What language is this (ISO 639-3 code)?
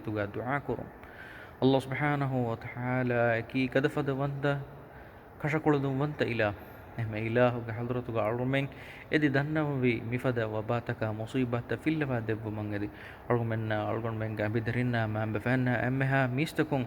div